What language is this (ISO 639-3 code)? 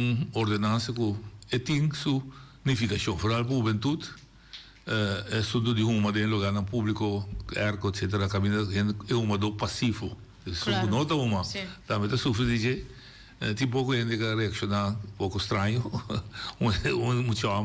pap